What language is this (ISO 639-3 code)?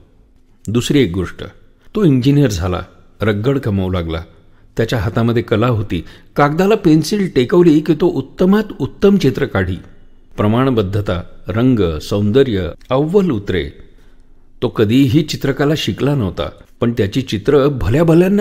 mar